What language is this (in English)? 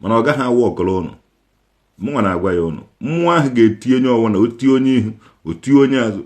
Igbo